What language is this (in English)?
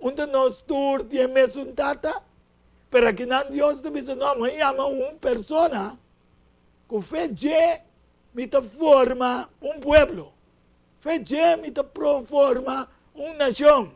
Papiamento